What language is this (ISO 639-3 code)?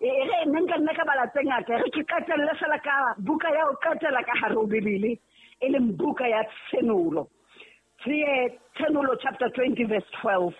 sot